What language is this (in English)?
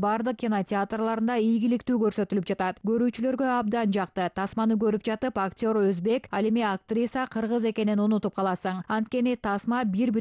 Kyrgyz